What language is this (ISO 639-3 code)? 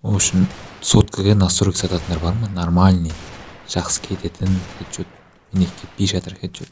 kaz